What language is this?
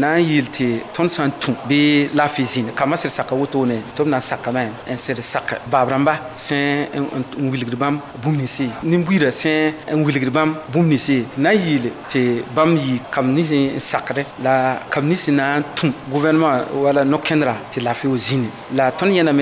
Mossi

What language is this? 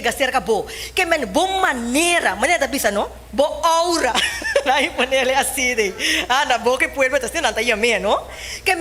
Papiamento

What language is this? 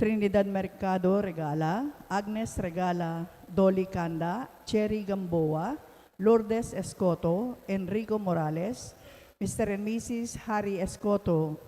Pampanga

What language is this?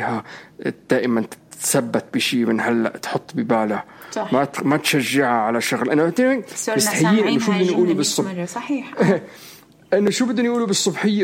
North Levantine Arabic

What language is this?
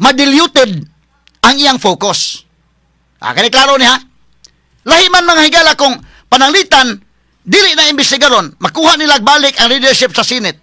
Cebuano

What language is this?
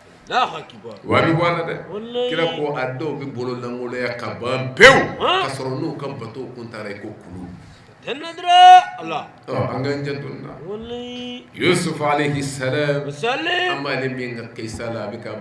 Bambara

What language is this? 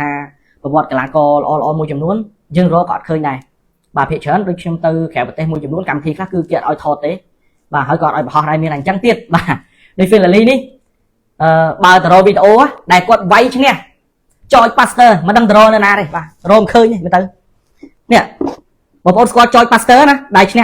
Khmer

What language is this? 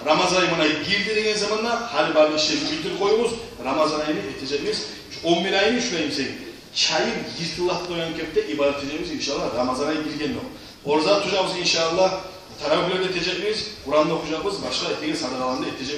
Kumyk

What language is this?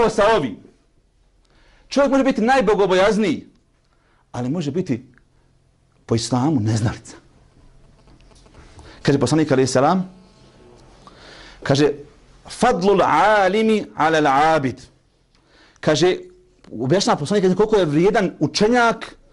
Bosnian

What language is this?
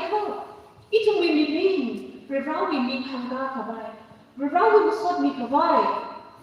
Tangkhul Naga (India)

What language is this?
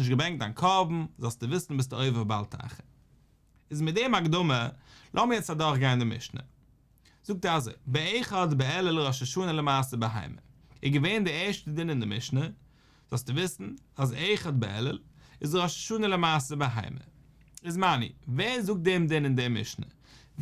Yiddish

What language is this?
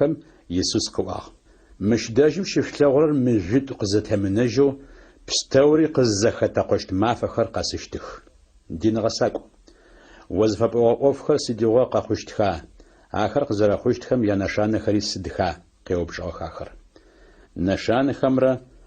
Adyghe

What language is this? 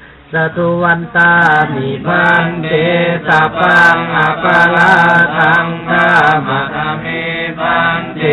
Pali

